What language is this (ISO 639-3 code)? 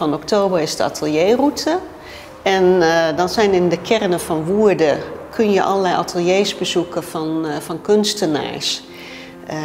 nld